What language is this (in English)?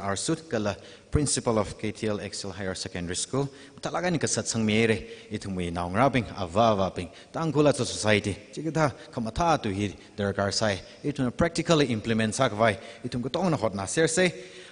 Tangkhul Naga (India)